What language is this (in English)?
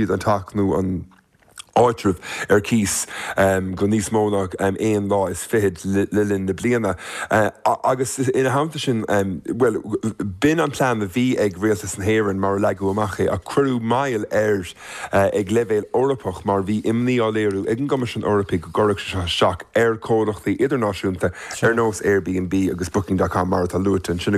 Irish